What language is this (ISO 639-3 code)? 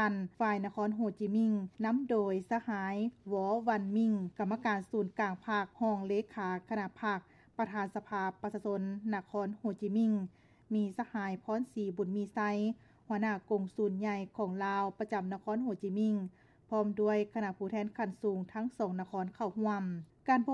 lao